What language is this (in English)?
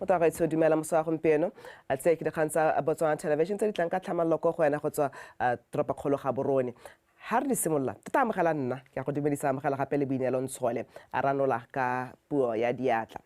Tswana